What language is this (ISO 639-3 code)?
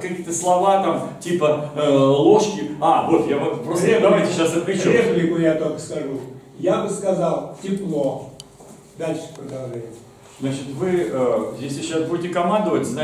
rus